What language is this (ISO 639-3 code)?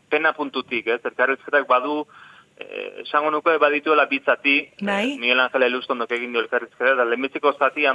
eus